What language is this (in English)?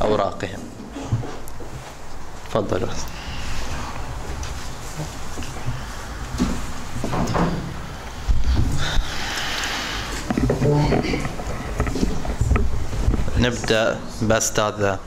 Arabic